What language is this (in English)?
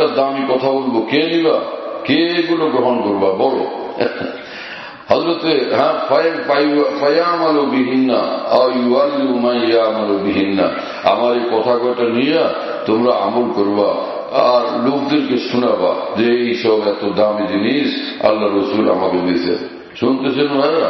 Bangla